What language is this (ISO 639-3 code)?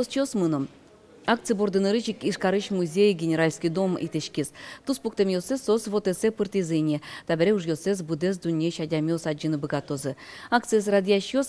udm